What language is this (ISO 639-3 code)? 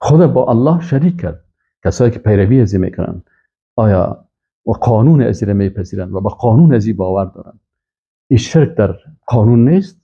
fas